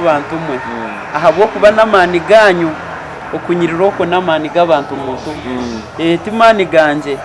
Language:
Nyankole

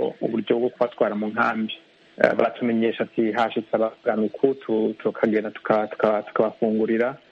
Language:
Kinyarwanda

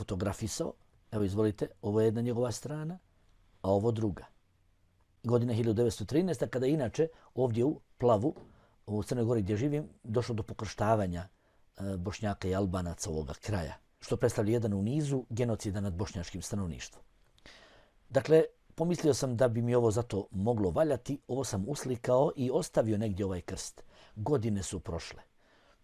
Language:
Bosnian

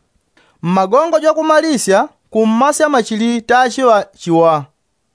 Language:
Yao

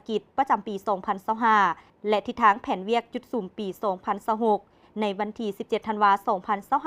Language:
Lao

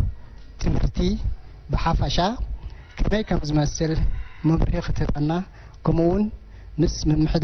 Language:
Tigrinya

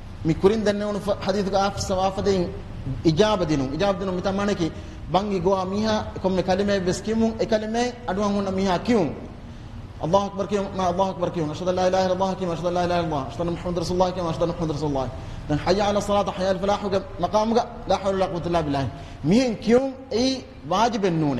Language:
Divehi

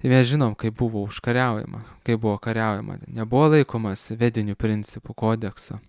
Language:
Lithuanian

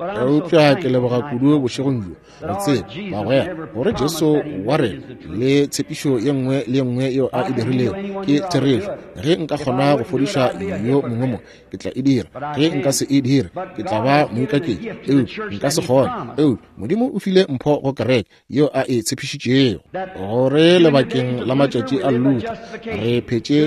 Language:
Northern Sotho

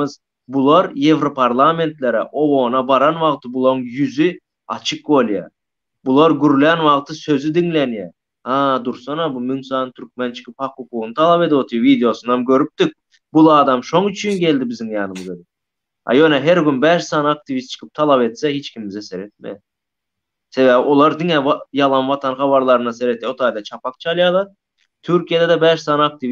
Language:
Turkmen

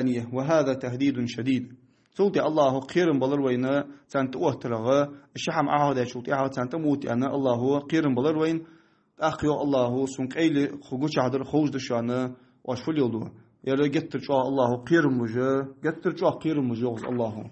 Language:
Ingush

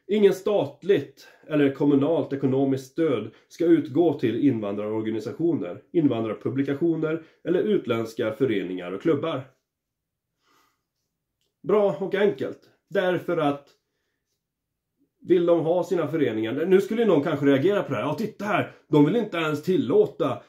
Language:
Swedish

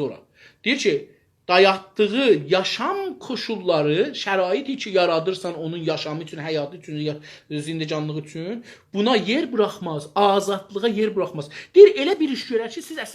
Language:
South Azerbaijani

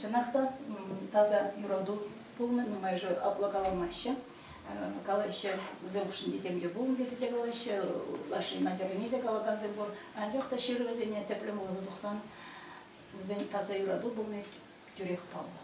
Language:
Chuvash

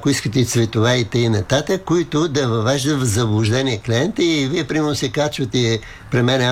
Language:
Bulgarian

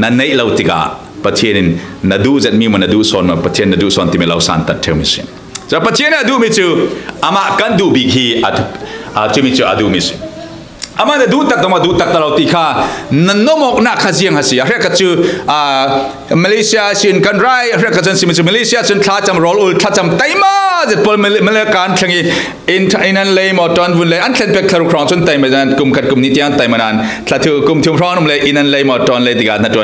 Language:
Falam Chin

